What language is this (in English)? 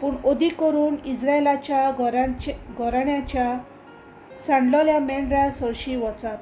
Konkani